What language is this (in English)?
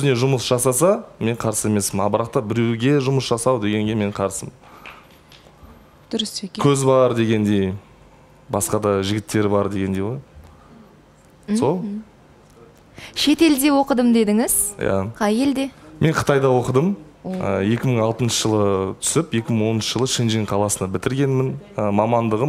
Kazakh